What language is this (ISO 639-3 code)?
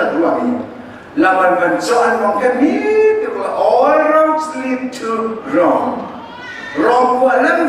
cnh